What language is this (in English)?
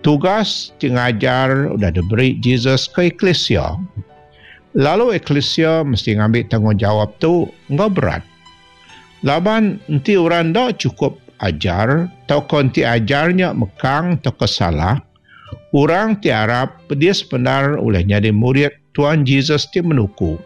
Iban